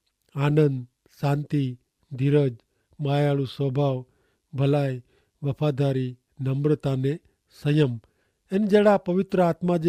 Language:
Kachhi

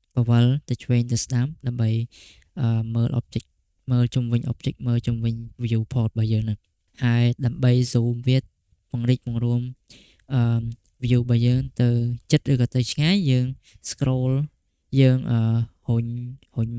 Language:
Khmer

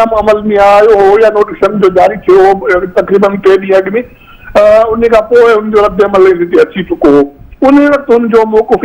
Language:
Sindhi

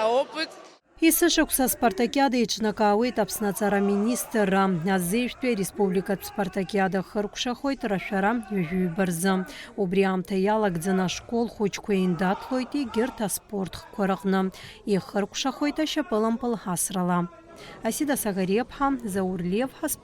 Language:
Abkhazian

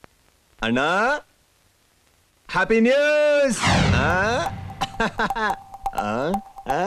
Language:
Kannada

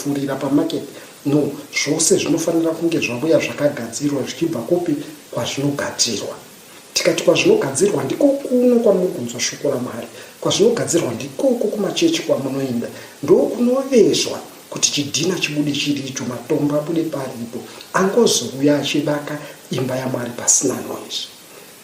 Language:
Shona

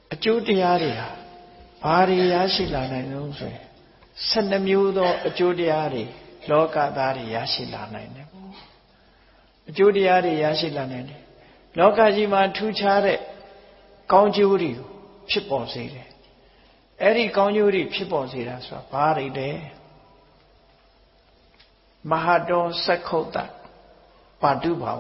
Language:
Burmese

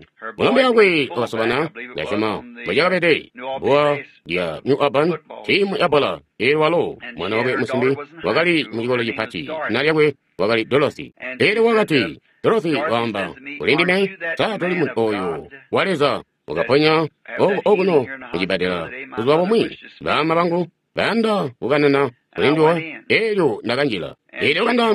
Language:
Tonga (Zambia)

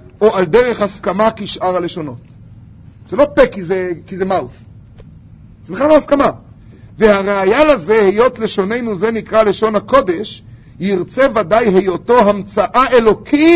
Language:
Hebrew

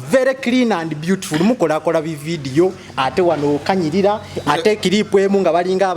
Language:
Ganda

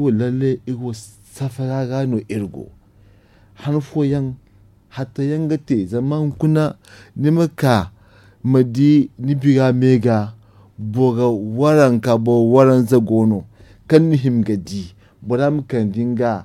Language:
Zarma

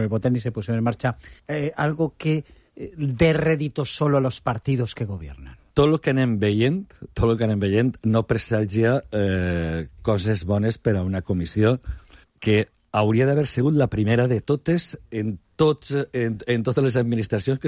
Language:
Catalan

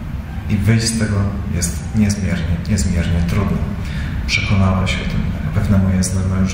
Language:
Polish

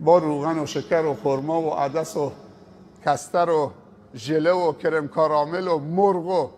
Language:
Persian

